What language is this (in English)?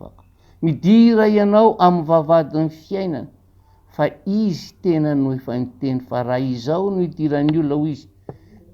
Malagasy